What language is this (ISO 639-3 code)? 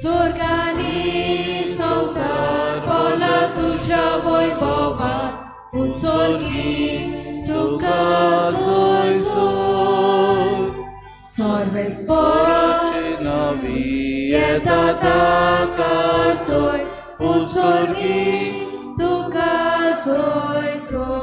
kok